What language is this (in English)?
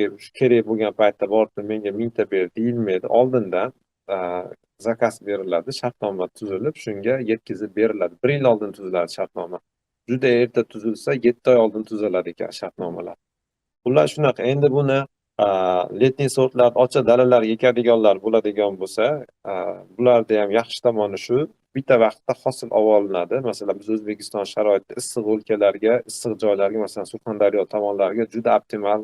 Uzbek